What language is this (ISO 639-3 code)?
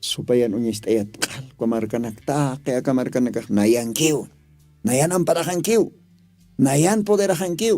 aym